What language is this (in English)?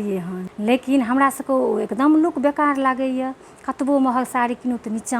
Maithili